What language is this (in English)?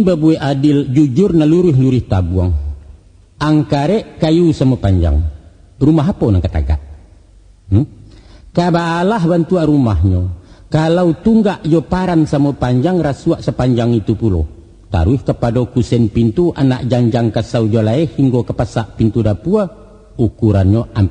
Minangkabau